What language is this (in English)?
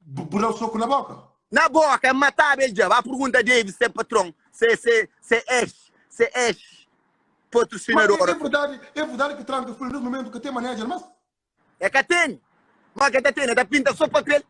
Kabuverdianu